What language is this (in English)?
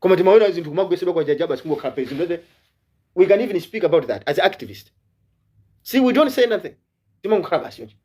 Nyanja